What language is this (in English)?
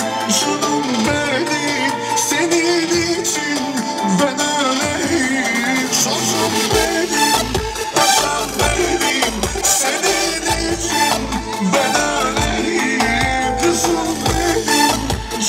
Turkish